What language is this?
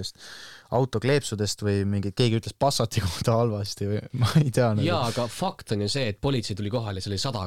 Estonian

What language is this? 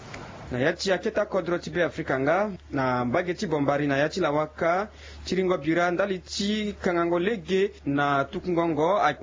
Sango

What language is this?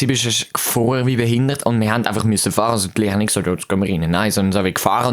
Swiss German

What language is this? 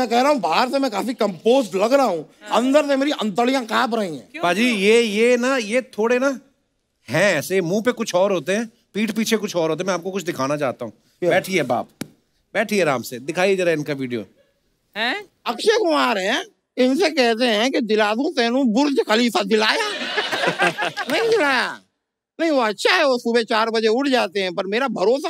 Hindi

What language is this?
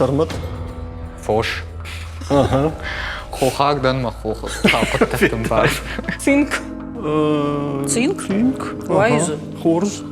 Ossetic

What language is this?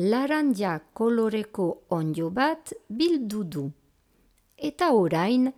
Basque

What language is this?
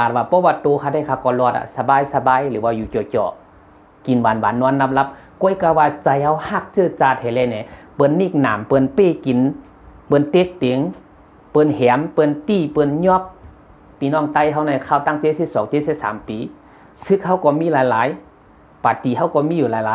Shan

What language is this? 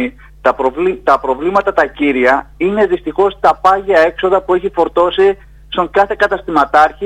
Greek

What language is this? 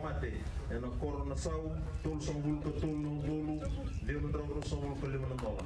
Fijian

